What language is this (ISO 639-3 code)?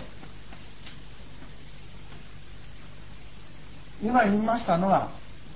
jpn